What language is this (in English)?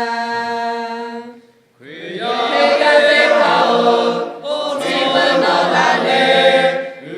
Lahu